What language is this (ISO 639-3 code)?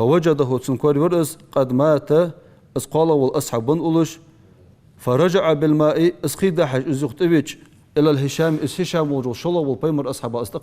inh